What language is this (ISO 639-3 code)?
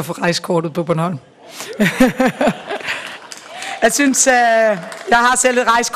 dan